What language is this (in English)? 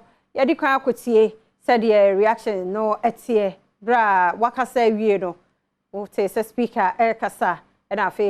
Akan